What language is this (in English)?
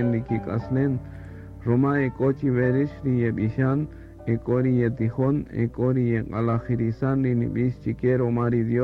Kaqchikel